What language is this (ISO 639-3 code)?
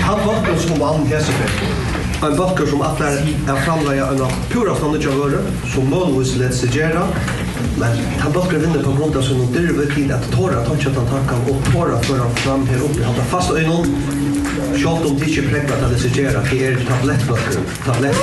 fao